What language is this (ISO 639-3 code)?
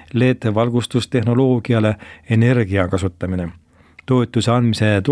est